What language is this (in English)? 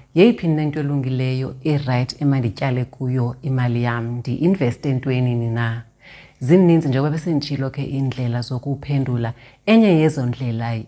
Xhosa